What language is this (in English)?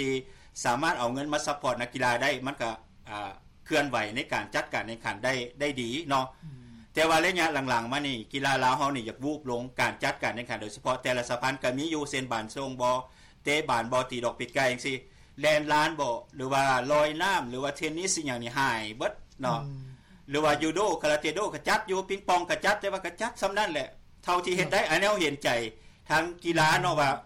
Lao